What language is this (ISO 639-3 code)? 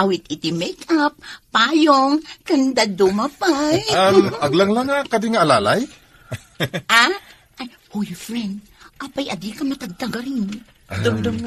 ilo